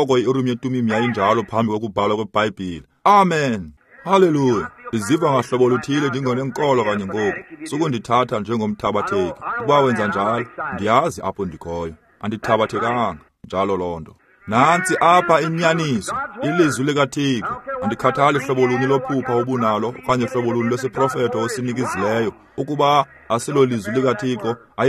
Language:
Xhosa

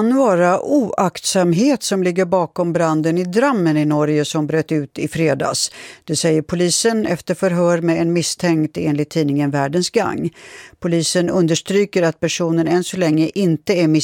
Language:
Swedish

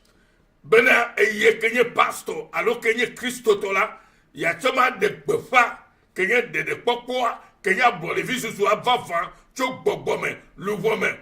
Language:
Ewe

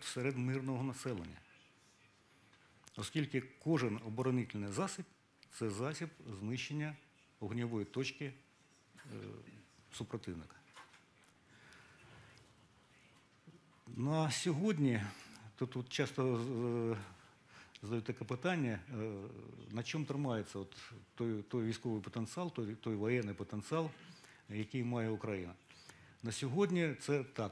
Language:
Ukrainian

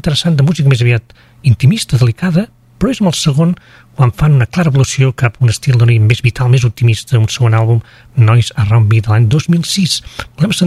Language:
Catalan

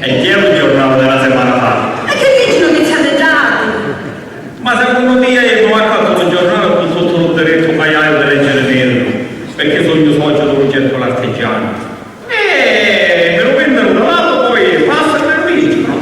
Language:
Sicilian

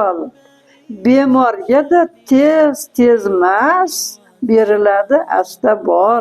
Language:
Uzbek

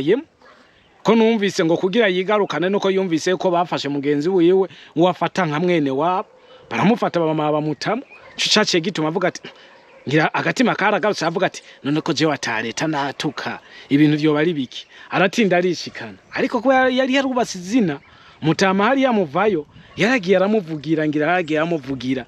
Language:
Rundi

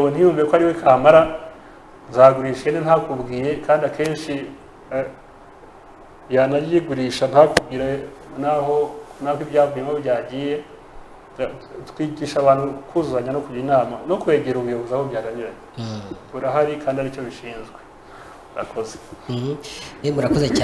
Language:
Kinyarwanda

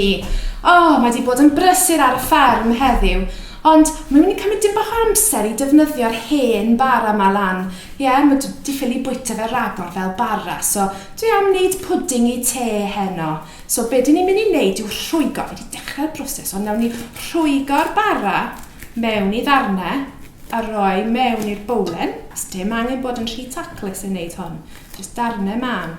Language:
Welsh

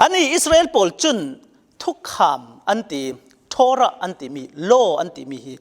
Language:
Falam Chin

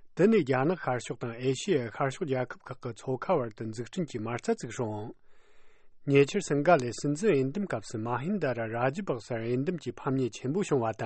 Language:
Tibetan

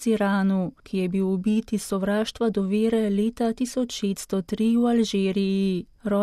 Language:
Slovenian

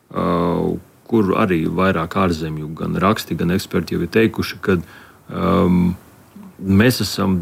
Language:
Latvian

